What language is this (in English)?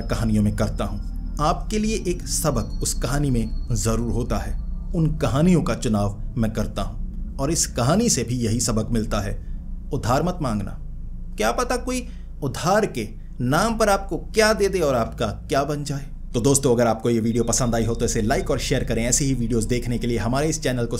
Hindi